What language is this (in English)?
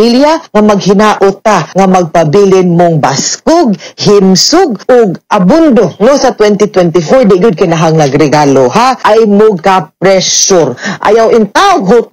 Cebuano